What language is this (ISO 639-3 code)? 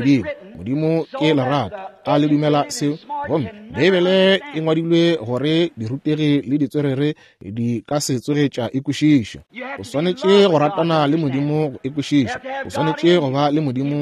nso